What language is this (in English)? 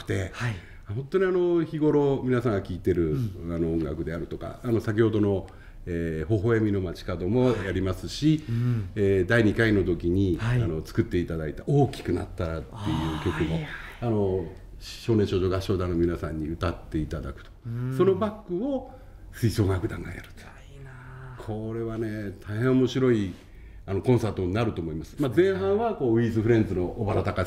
Japanese